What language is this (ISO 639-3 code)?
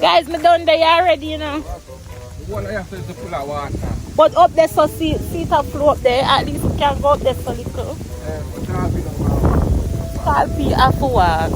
jam